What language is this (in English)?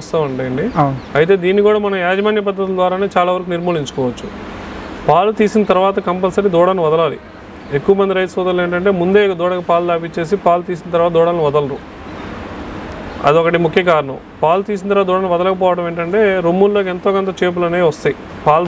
Telugu